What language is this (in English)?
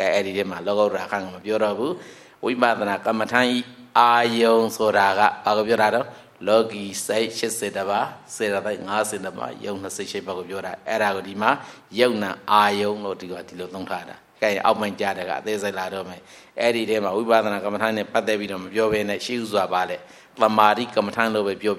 Burmese